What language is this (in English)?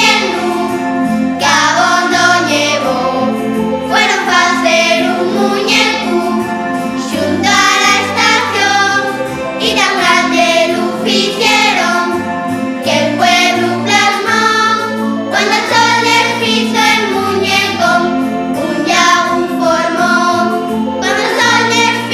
Asturian